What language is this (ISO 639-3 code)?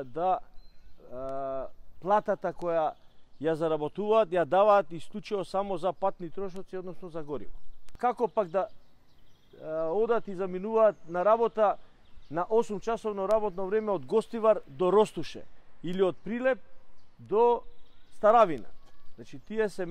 mkd